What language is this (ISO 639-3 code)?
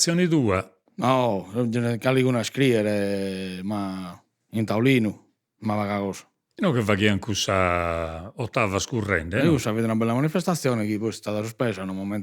srd